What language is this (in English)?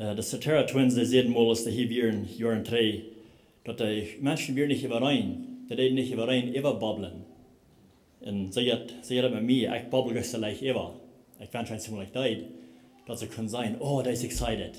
Plautdietsch